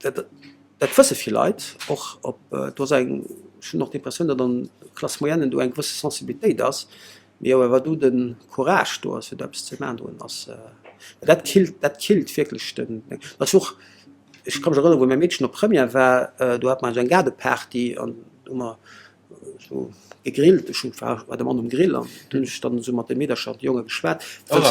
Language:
Luxembourgish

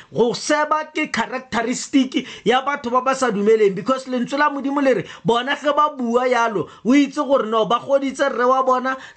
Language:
Tswana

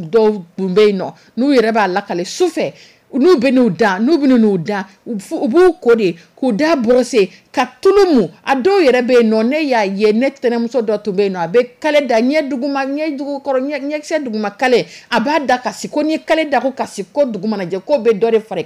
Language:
Dyula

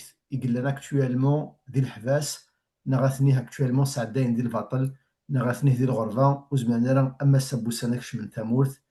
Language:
Kabyle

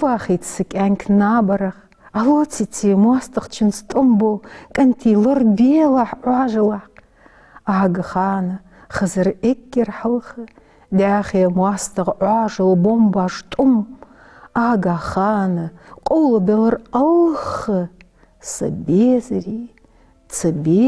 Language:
Ingush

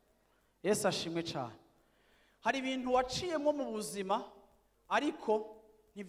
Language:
Rundi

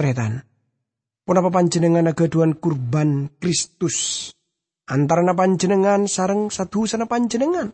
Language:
Madurese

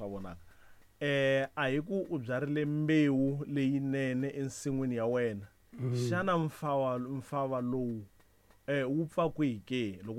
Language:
Tsonga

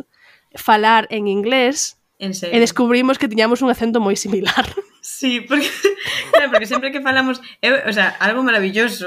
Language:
Galician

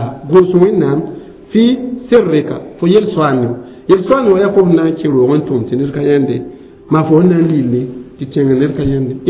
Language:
Mossi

